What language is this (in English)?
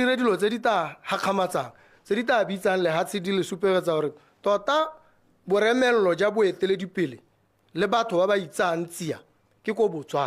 Tswana